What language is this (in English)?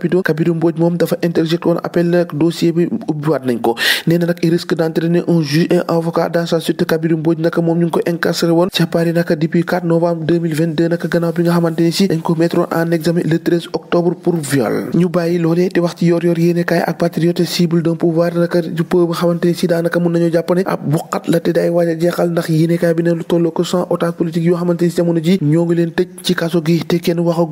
Wolof